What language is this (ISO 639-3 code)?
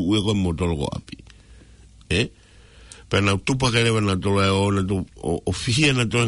ton